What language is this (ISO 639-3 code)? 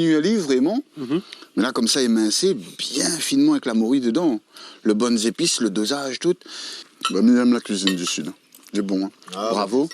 rcf